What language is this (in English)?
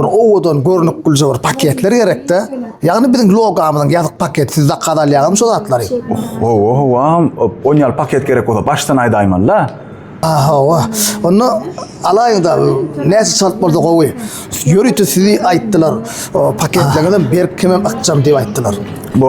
Turkmen